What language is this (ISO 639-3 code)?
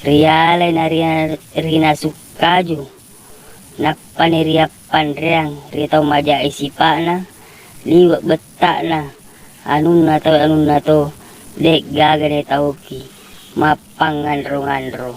bug